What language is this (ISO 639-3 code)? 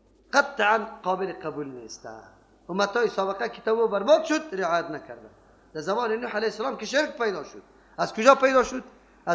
fas